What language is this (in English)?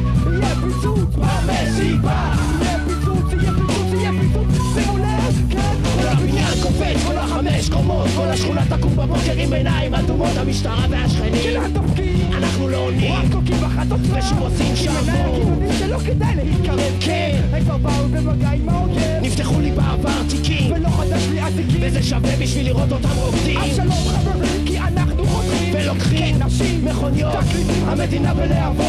Hebrew